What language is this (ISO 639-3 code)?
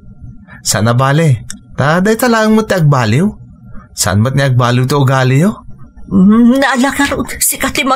ilo